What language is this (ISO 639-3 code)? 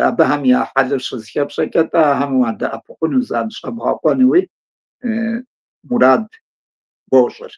kbd